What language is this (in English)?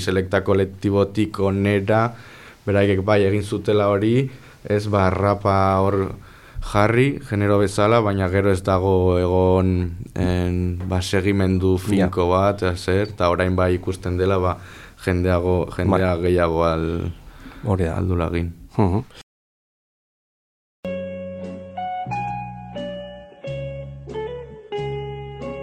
Basque